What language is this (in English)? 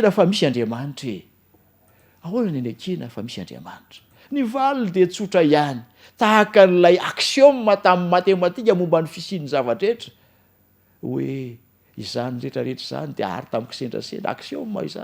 Malagasy